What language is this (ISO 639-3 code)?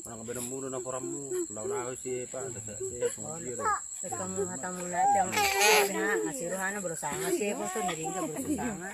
bbc